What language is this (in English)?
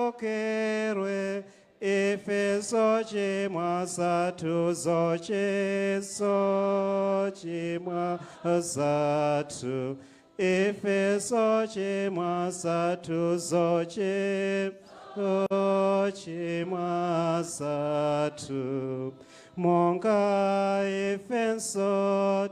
Nyanja